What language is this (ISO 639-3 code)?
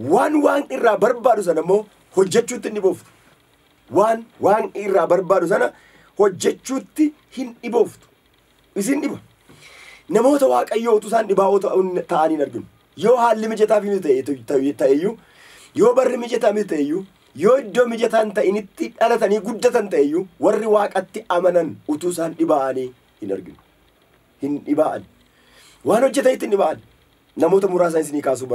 orm